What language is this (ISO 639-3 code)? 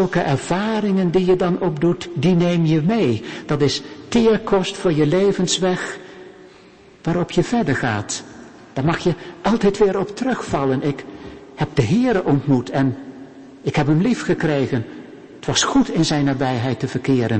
nld